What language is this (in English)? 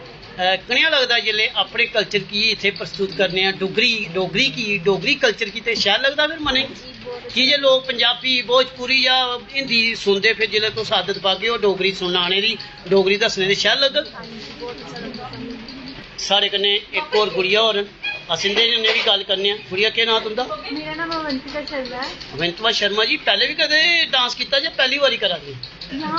Dogri